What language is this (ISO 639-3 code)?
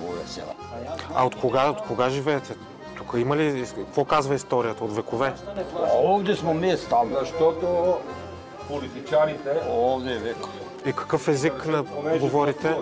mkd